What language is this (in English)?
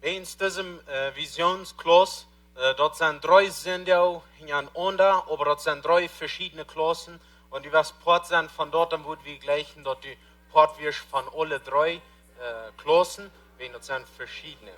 Plautdietsch